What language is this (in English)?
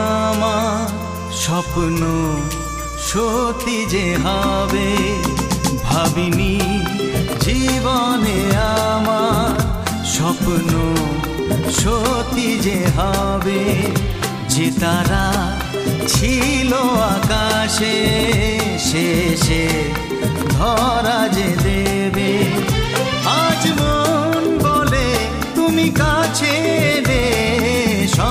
Bangla